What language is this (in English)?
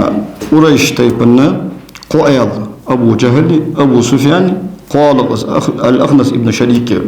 Ingush